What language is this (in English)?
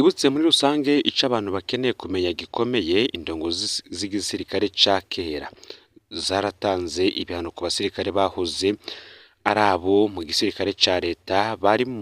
Rundi